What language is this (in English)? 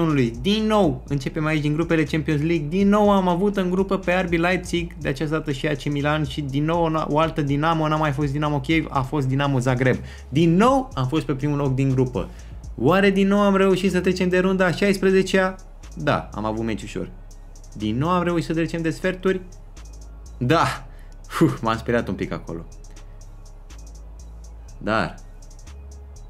Romanian